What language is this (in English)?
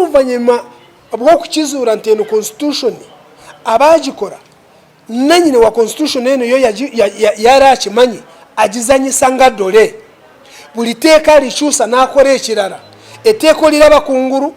Ganda